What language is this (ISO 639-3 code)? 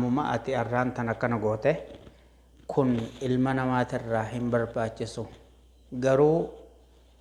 orm